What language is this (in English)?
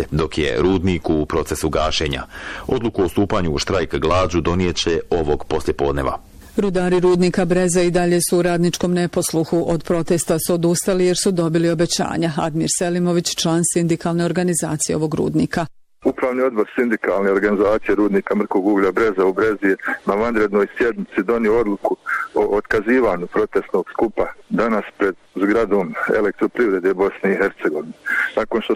Bosnian